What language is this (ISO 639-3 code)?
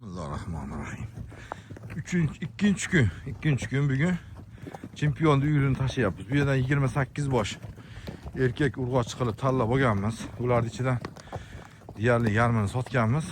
uzb